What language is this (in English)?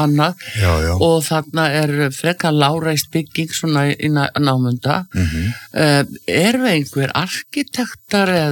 Icelandic